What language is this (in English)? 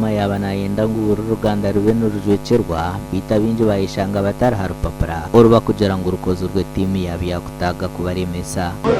Nyankole